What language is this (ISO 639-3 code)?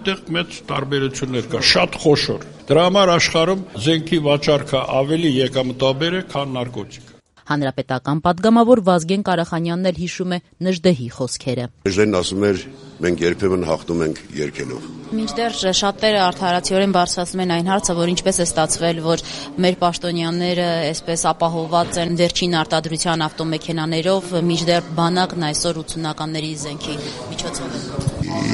hye